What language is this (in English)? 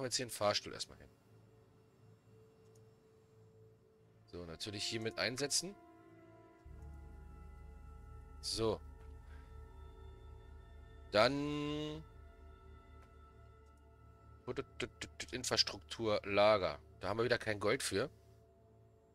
German